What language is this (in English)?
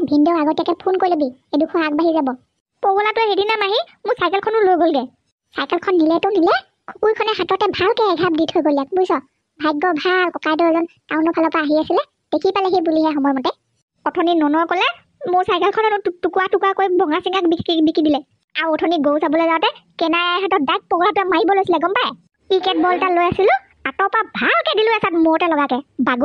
Assamese